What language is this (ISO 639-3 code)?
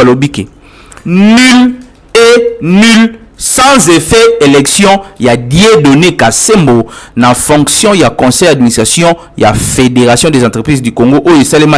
lin